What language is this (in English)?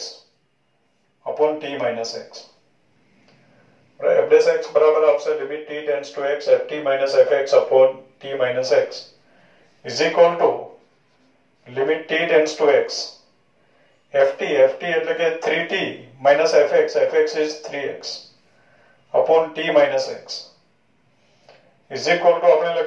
Gujarati